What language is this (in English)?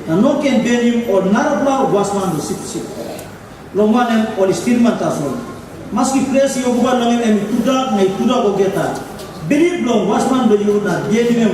Tok Pisin